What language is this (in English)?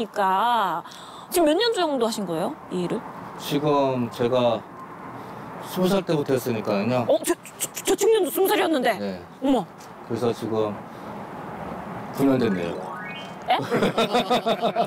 Korean